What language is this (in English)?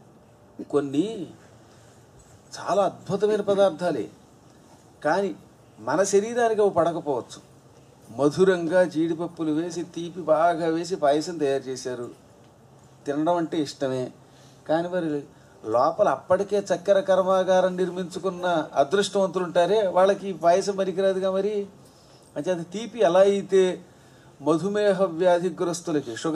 Telugu